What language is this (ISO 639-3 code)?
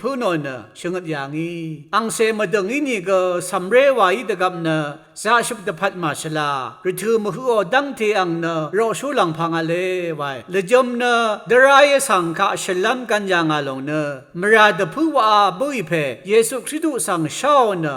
raw